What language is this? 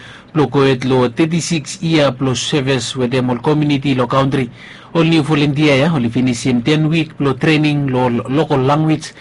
Bislama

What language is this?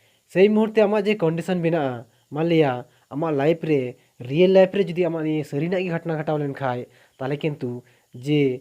Santali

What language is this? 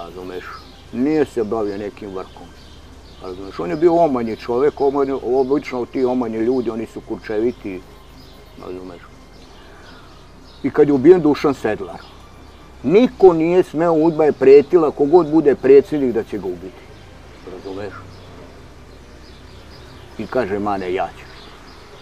Serbian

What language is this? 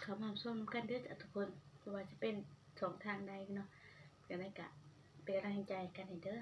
Northeastern Thai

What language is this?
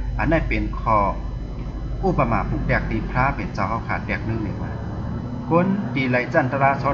Shan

